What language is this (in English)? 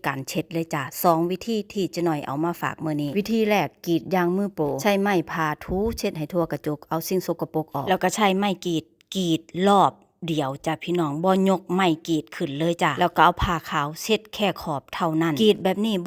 Northeastern Thai